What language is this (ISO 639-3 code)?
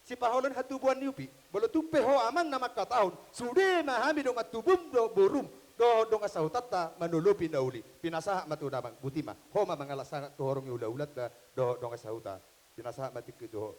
bbc